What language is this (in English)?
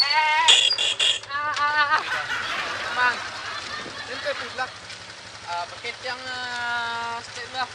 Minangkabau